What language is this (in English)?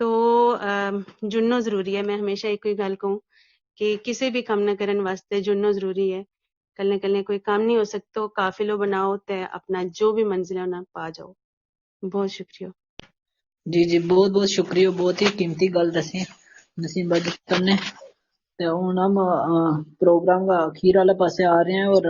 Gujari